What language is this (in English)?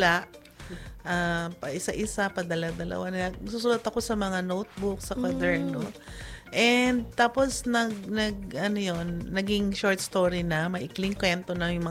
Filipino